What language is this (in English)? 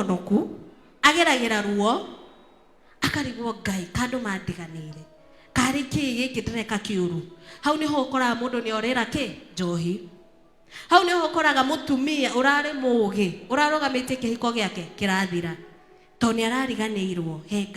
Kikuyu